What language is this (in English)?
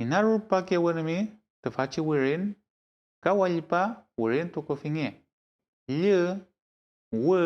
Mapuche